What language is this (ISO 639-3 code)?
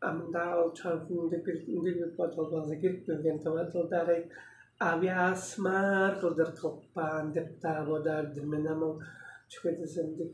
tyv